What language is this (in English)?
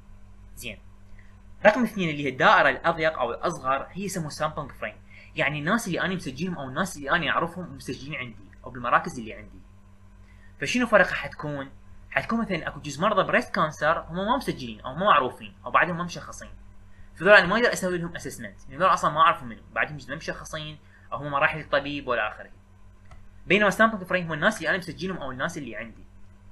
Mesopotamian Arabic